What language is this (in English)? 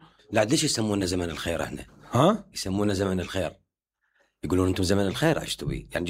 Mesopotamian Arabic